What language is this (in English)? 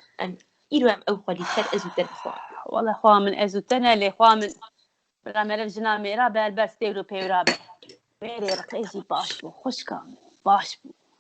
Kurdish